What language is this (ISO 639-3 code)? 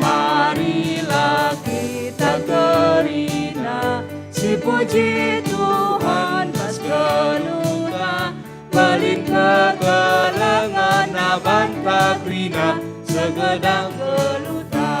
btx